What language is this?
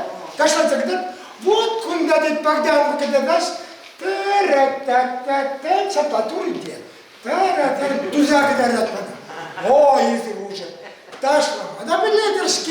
Chuvash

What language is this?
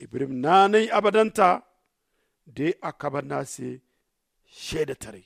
Zarma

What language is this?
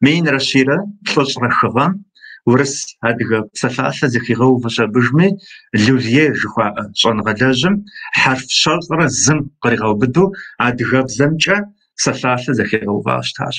Kabardian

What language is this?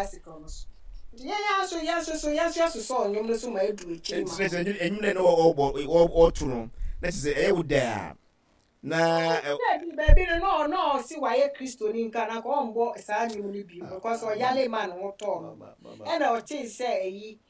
Akan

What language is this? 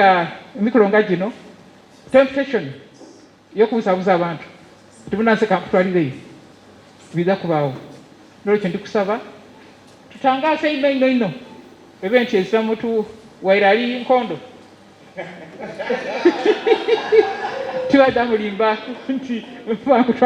Soga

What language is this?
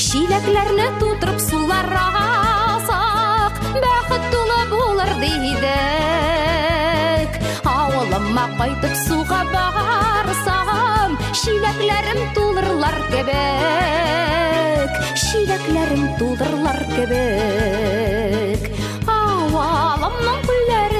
Tatar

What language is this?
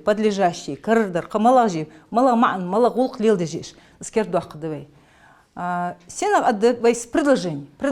Ingush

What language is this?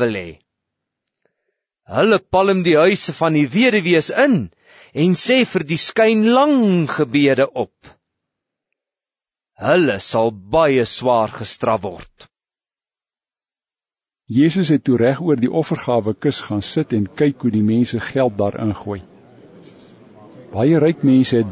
Afrikaans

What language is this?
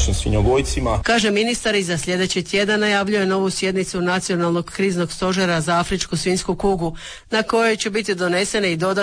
Croatian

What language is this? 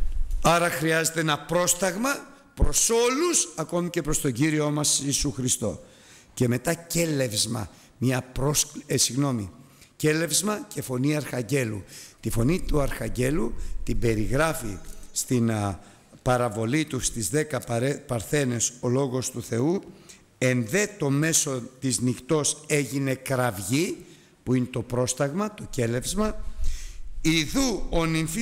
Greek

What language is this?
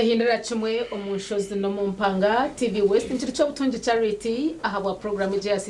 Nyankole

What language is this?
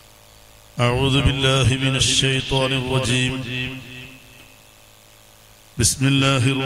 Malayalam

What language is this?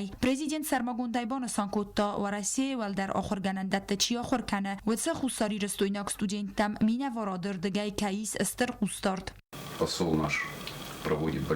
Ossetic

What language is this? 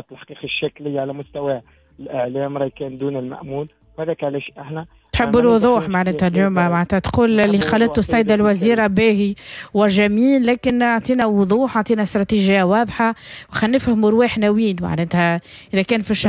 Tunisian Arabic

